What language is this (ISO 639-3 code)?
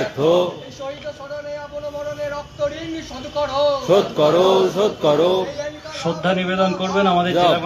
ben